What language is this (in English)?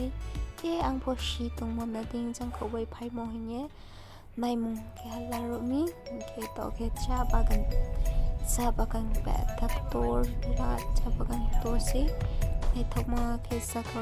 Riang (India)